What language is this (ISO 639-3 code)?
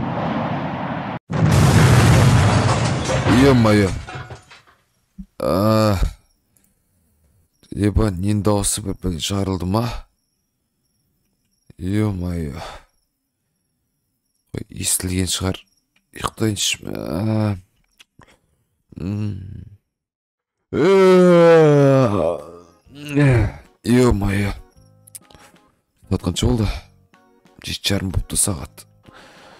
kaz